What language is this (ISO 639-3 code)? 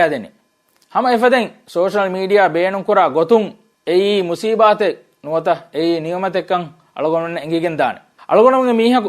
div